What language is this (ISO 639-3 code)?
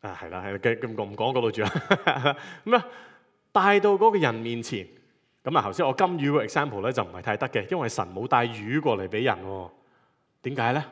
yue